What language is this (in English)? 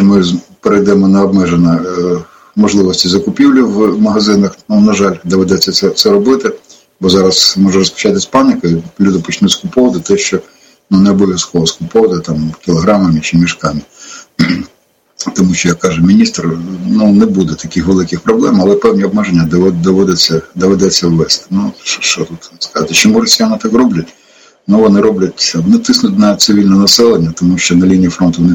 Ukrainian